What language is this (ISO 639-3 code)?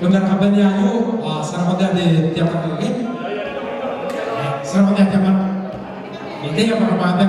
gil